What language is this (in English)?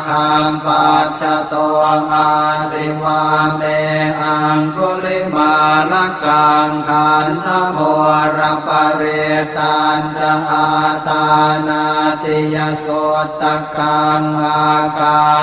Pali